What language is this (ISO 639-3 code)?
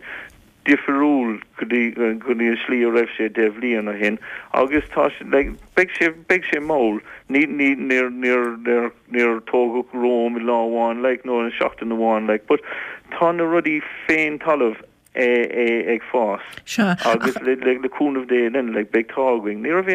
gle